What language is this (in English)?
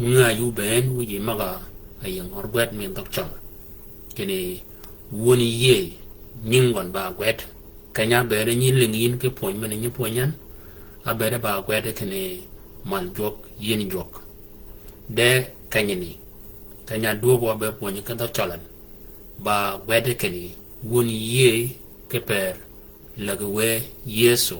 Shilluk